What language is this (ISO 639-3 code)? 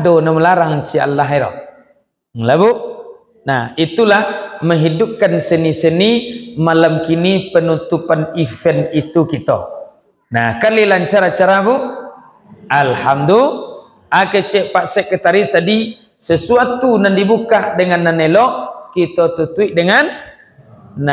min